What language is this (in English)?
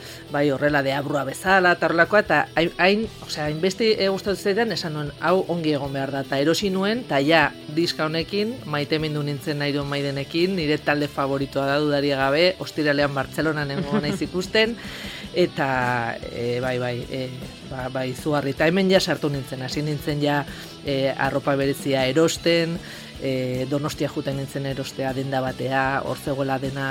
Basque